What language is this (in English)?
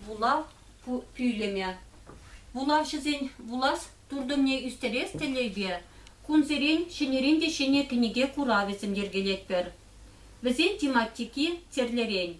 Chuvash